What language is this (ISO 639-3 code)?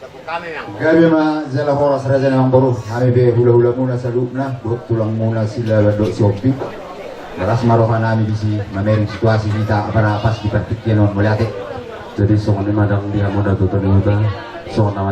bbc